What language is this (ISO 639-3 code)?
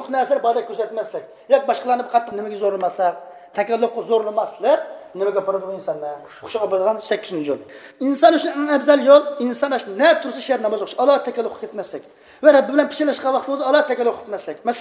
uig